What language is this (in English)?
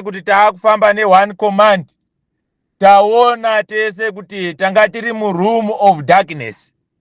Shona